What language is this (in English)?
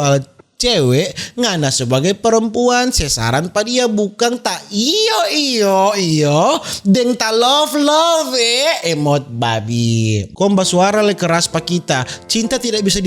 Manado Malay